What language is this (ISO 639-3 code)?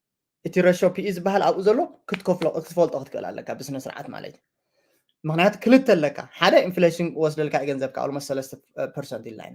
tir